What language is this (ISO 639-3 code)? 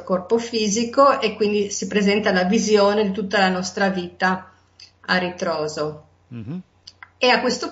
ita